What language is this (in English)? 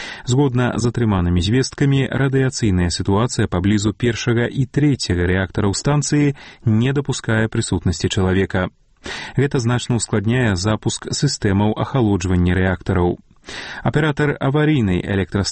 Belarusian